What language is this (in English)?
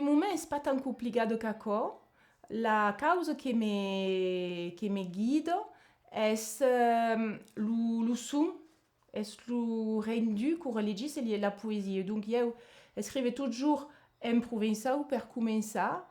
Occitan